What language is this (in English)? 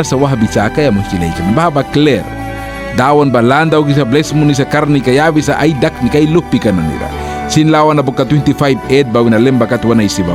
Mískito